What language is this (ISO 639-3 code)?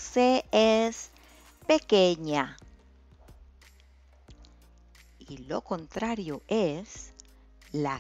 spa